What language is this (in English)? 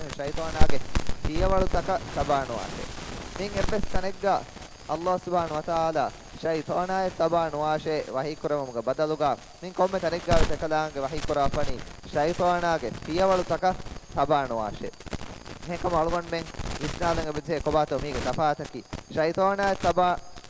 Divehi